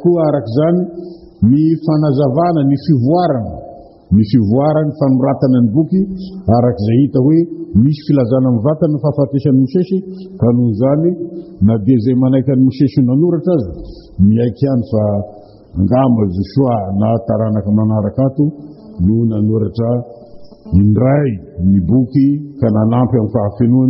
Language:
Malagasy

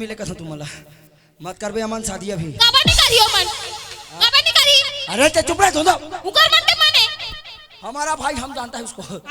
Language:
Chhattisgarhi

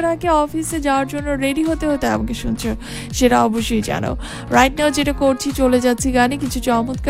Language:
Bangla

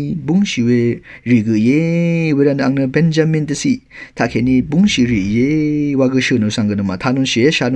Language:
Rawang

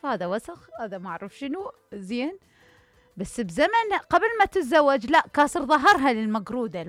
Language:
Mesopotamian Arabic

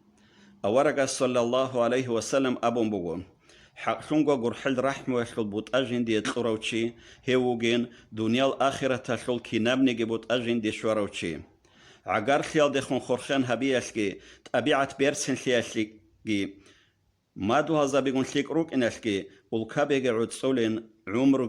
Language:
Avaric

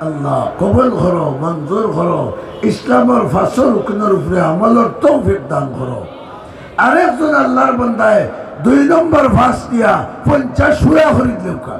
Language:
Sylheti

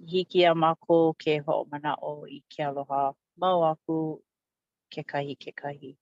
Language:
Hawaiian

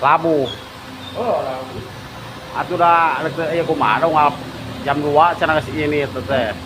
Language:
Sundanese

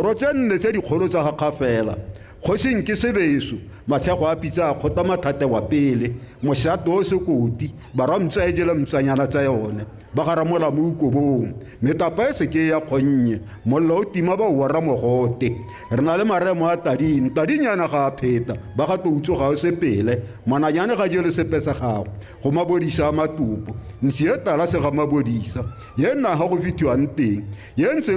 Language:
Tswana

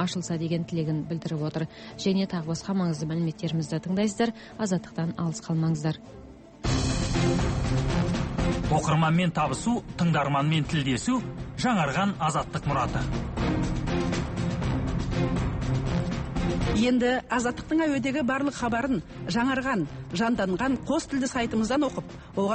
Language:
Kazakh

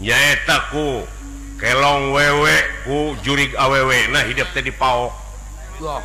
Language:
Sundanese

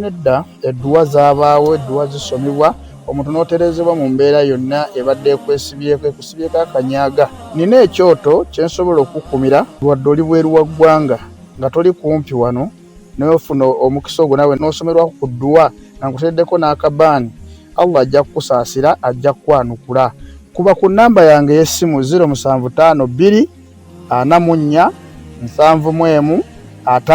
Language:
Ganda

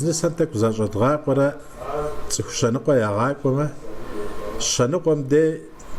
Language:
Kabardian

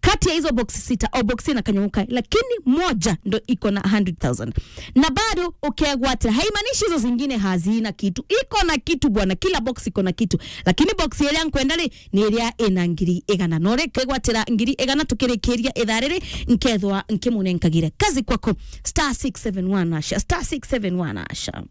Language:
Meru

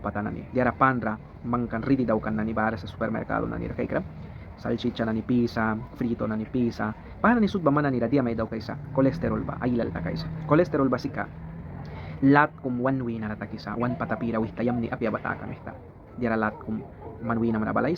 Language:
Mískito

